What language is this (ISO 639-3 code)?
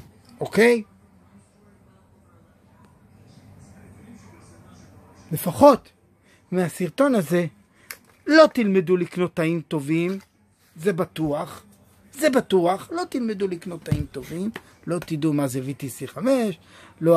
heb